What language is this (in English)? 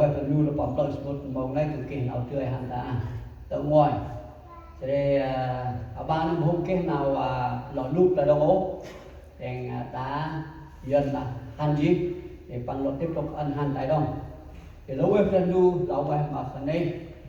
Central Mnong